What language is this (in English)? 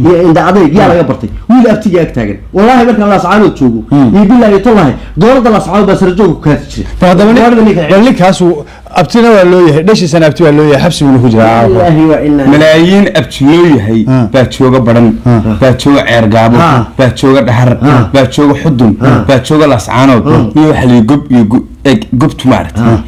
Somali